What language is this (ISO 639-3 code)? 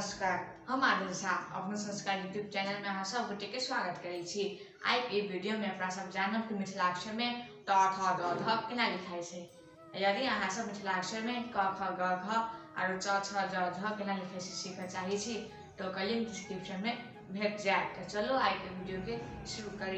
mai